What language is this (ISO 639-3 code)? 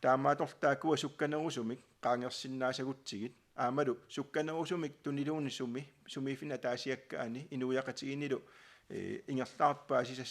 kal